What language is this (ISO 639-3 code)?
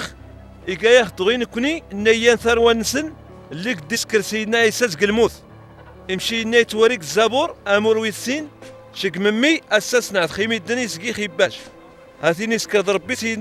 kab